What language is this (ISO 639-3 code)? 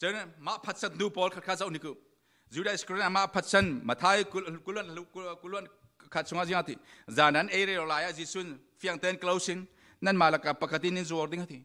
cfm